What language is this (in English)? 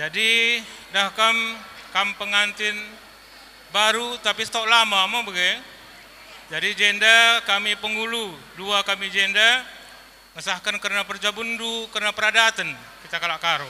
Batak Karo